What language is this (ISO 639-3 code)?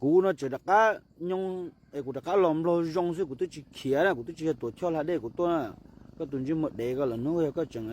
hmn